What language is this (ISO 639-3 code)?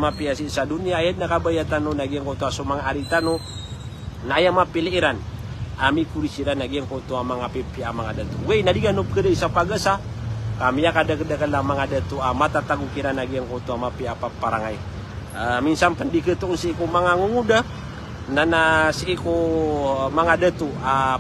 mrw